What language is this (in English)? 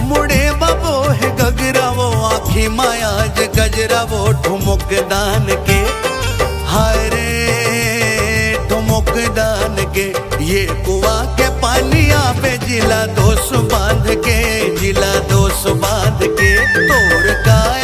Chhattisgarhi